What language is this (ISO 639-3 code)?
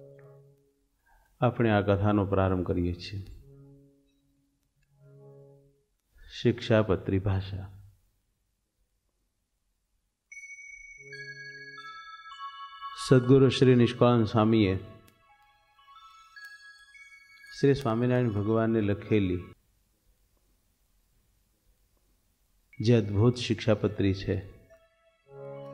guj